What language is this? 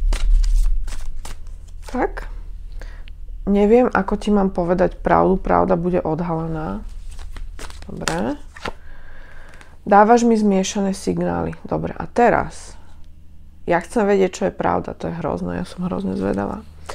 Slovak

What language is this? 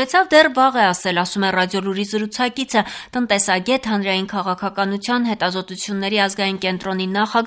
Armenian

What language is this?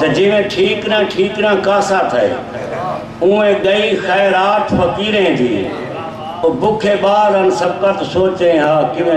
Saraiki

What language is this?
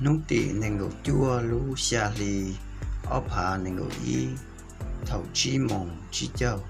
Hmong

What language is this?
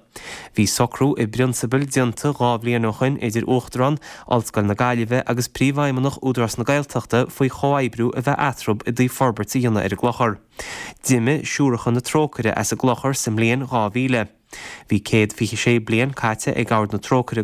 Irish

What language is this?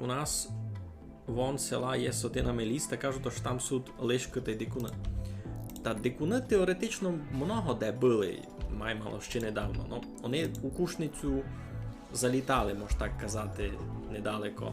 Rusyn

